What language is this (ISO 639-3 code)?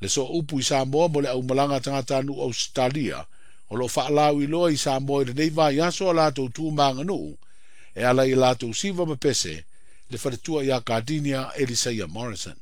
smo